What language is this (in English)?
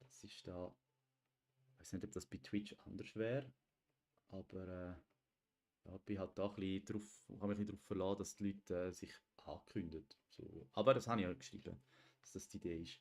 Swiss German